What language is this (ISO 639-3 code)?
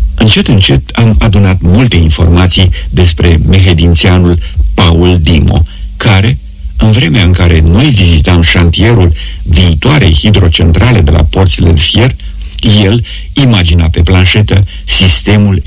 ron